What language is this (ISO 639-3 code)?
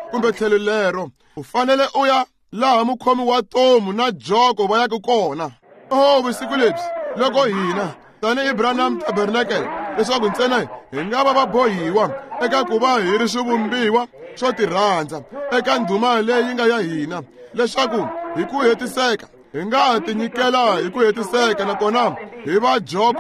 tso